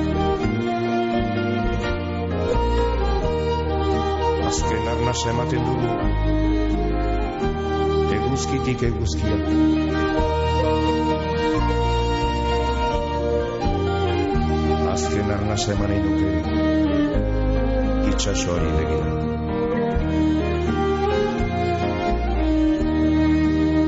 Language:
Basque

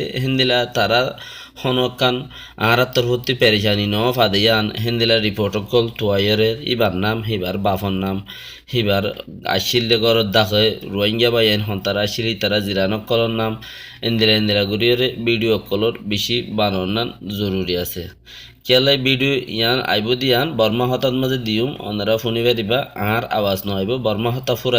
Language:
Rohingya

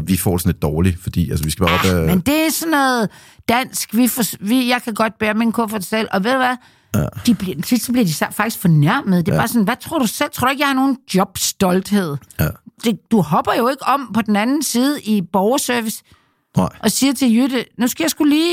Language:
Danish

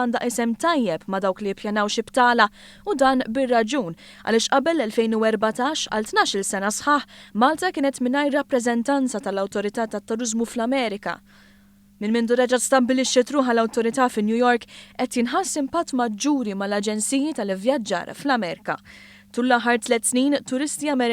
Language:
Maltese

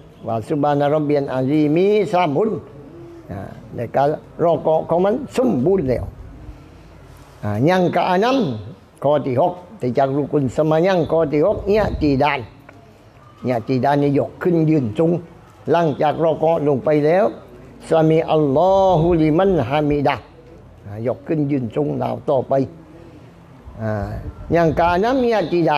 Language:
Thai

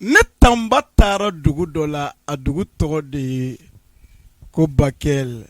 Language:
Bambara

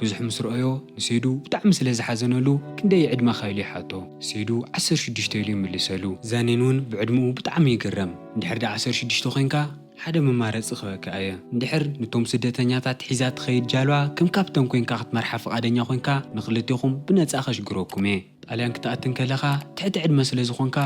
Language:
Tigrinya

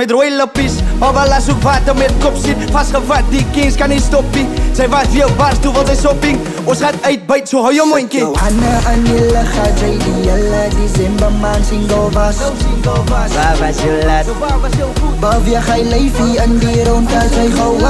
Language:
Afrikaans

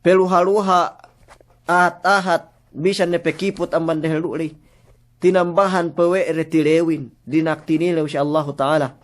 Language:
Yakan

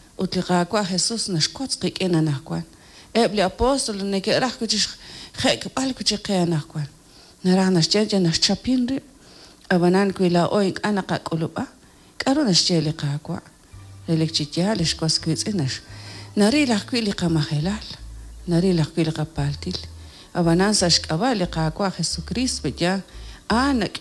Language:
Kekchí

